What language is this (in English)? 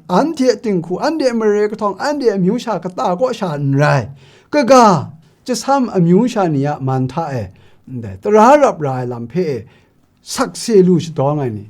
Kachin